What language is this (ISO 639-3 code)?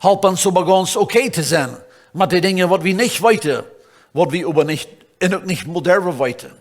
pdt